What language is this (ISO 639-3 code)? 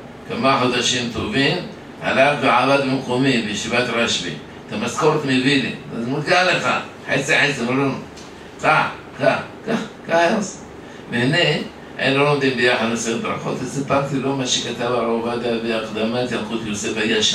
heb